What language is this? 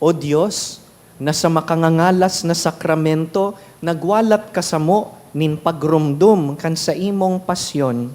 Bikol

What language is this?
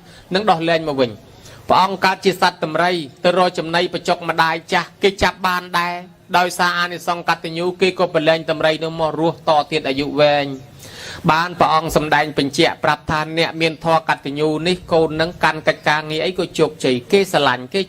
Khmer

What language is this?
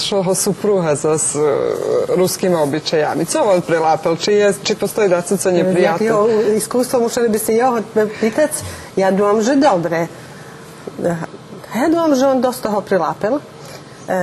Rusyn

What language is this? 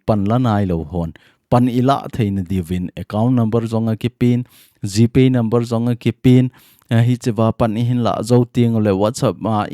Thado Chin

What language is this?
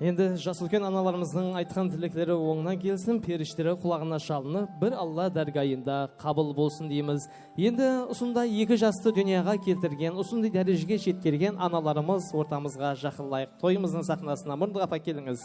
Kara-Kalpak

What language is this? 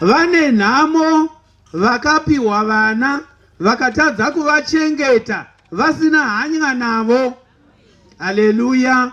Shona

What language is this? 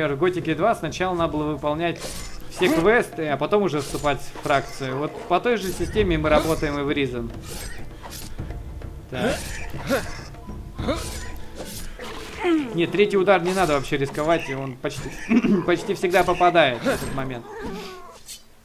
Russian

